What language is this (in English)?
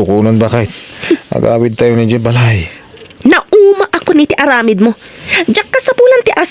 Iloko